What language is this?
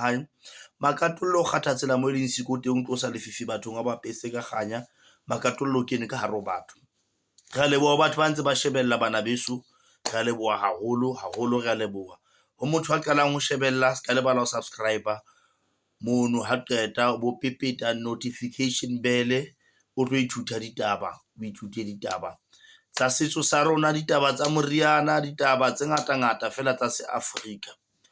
Southern Sotho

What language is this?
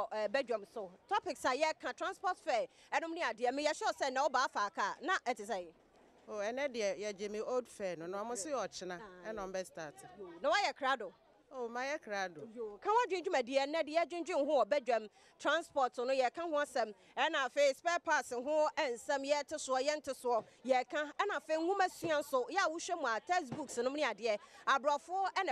Akan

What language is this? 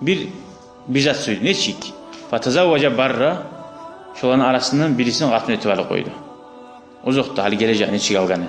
Kumyk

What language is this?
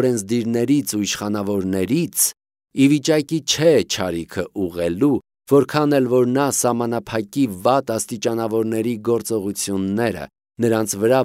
Armenian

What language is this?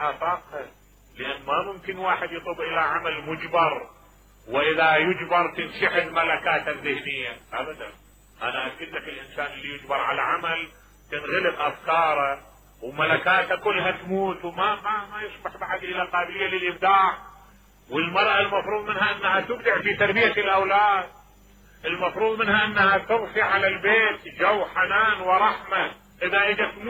Mesopotamian Arabic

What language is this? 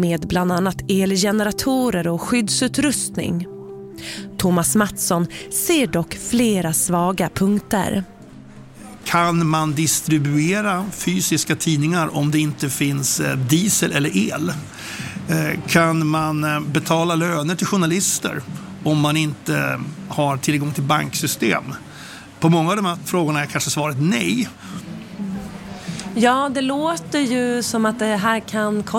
Swedish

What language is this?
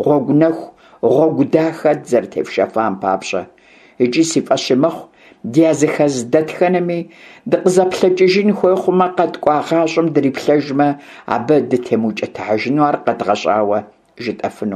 Kabardian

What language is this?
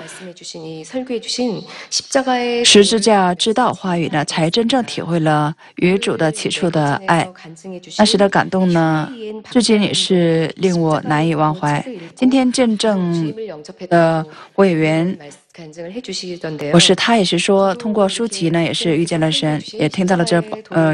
Chinese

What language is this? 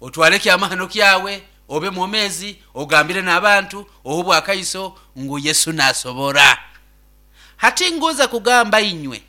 Nyoro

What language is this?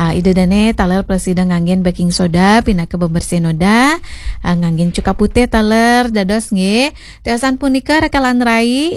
Balinese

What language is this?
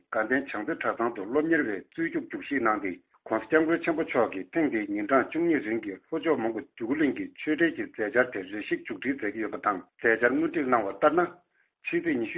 Tibetan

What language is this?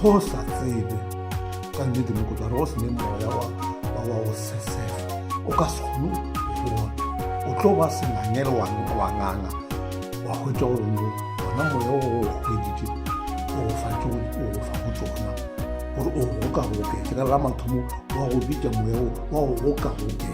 Northern Sotho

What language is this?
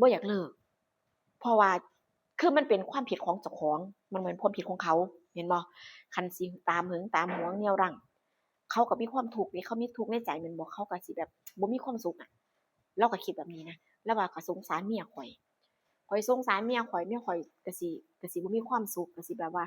Northeastern Thai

